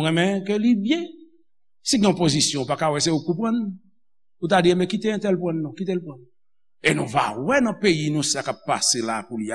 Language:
Haitian Creole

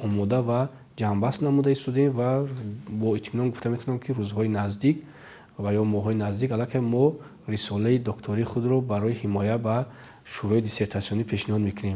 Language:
Tajik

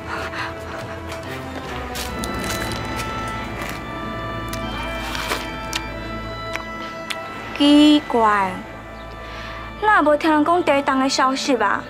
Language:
Min Nan Chinese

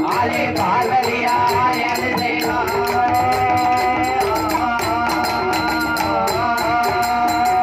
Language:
Tamil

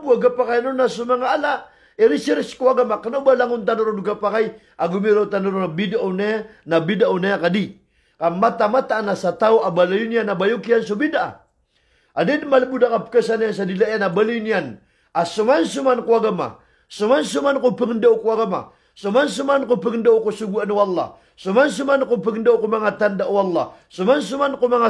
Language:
Maranao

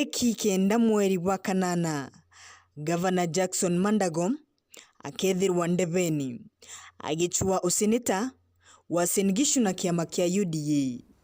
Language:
Meru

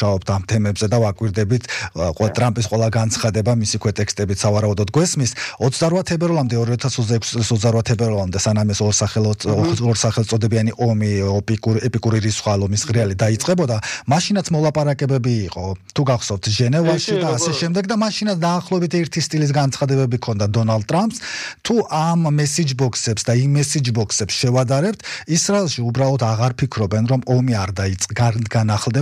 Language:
Georgian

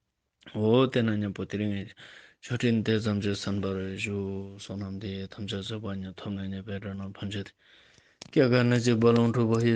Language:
Ladakhi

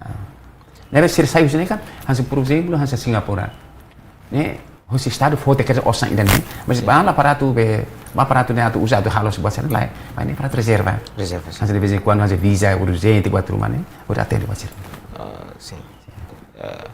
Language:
Tetum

